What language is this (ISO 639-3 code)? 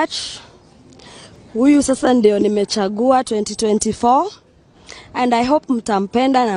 swa